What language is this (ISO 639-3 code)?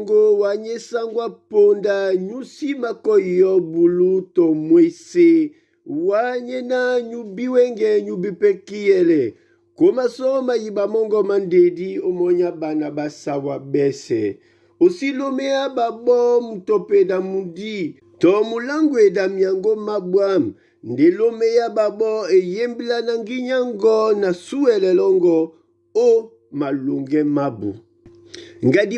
dua